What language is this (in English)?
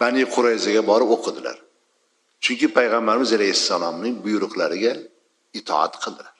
Uzbek